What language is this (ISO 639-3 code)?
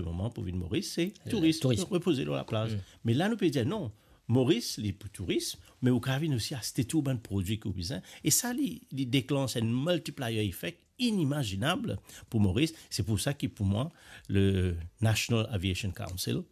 mfe